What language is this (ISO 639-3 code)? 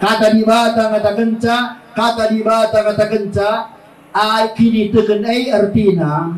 btx